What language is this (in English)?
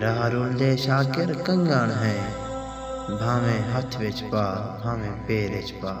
Saraiki